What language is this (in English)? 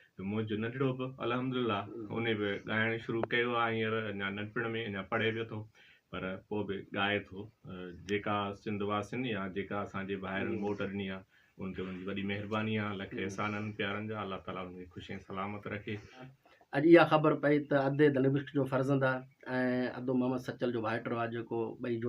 Sindhi